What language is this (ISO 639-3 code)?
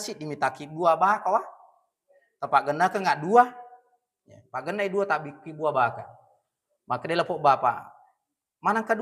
bug